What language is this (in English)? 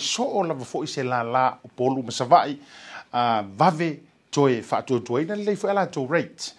Samoan